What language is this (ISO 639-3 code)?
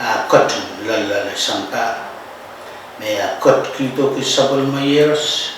pon